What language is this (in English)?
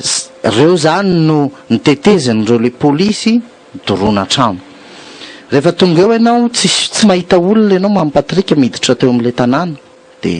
Malagasy